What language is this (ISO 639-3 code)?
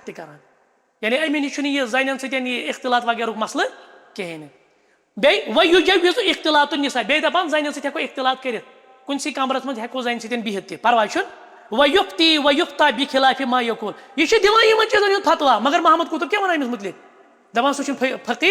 kas